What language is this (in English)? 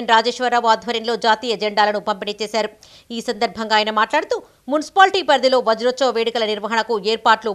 Telugu